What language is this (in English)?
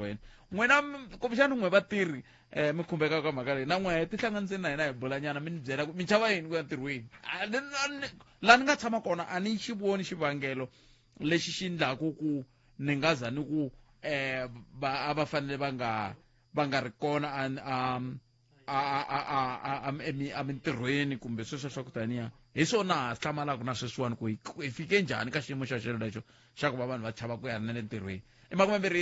Tsonga